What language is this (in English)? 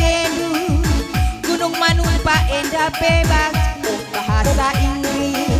Batak Karo